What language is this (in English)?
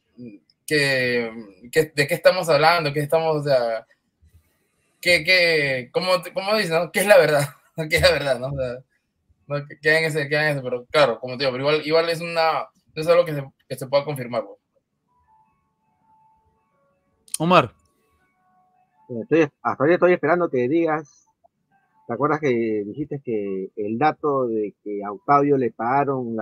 Spanish